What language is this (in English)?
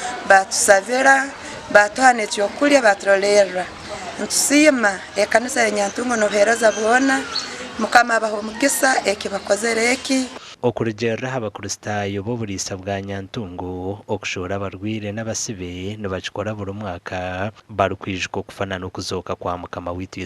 Nyankole